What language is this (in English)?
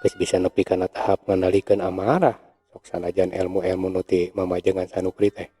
Sundanese